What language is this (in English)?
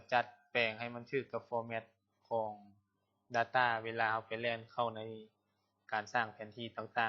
Lao